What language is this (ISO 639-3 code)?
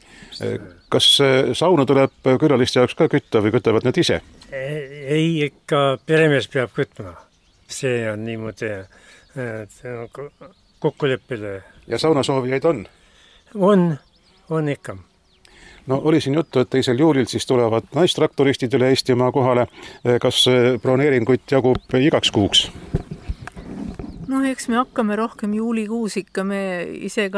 est